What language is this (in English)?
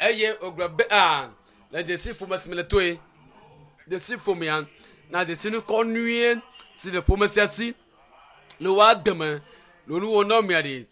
Ewe